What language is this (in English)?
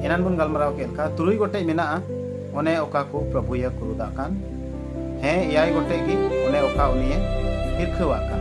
Santali